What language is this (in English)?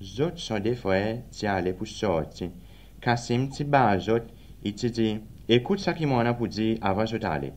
Seselwa Creole French